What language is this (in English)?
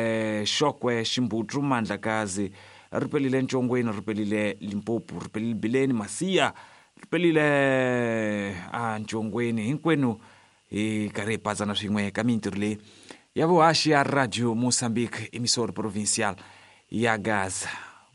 Tsonga